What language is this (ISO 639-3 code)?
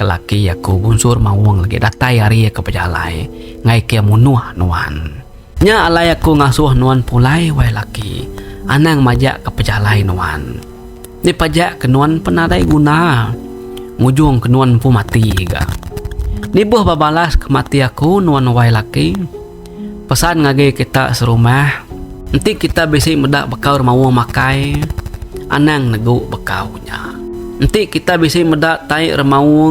iba